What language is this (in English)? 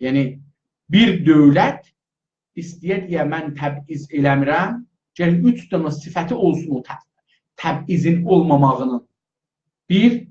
South Azerbaijani